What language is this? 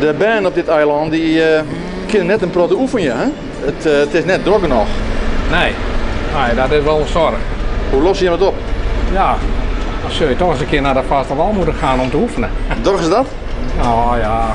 Western Frisian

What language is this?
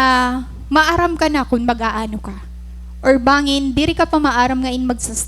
Waray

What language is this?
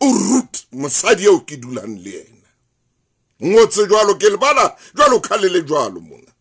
Southern Sotho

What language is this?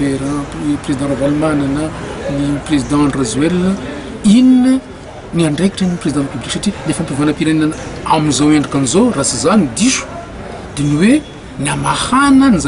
Malagasy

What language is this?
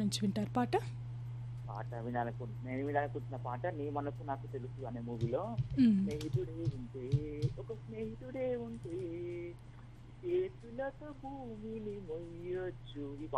Telugu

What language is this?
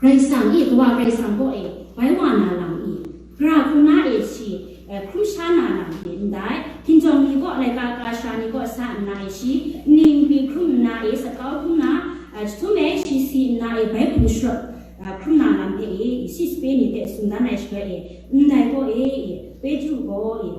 Kachin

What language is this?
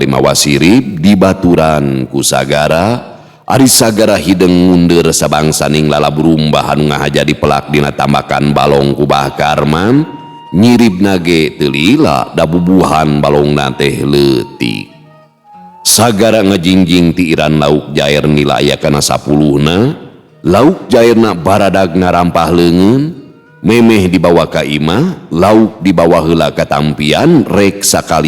Sundanese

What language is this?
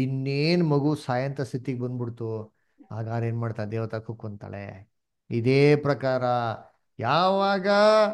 Kannada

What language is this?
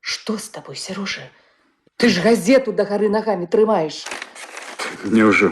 Belarusian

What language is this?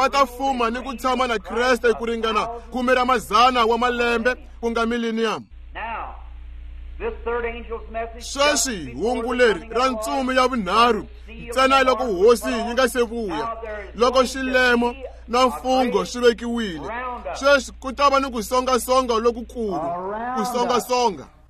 Tsonga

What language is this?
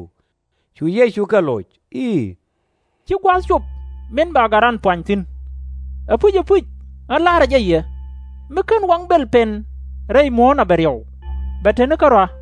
Nuer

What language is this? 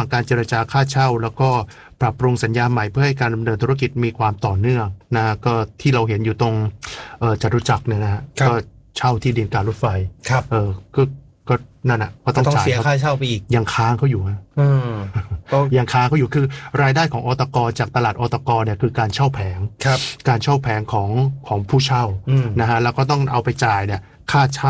Thai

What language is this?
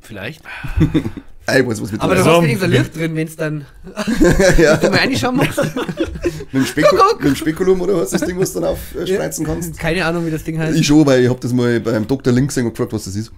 Bavarian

